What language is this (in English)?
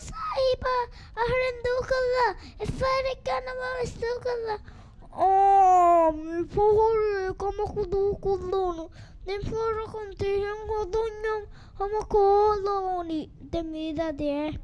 Divehi